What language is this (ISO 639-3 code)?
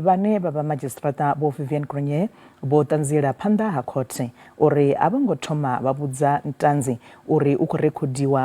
ven